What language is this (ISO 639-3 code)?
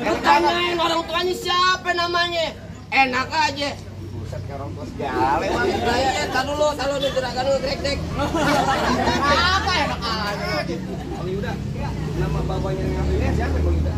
bew